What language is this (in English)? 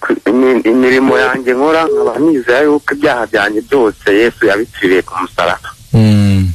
Kinyarwanda